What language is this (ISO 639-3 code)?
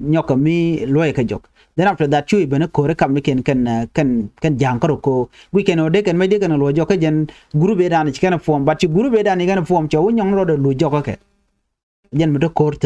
nus